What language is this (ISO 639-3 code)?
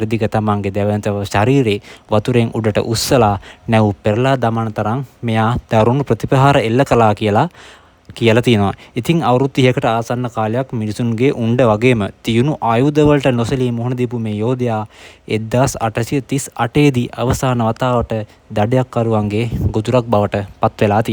sin